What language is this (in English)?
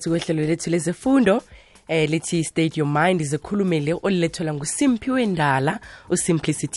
South Ndebele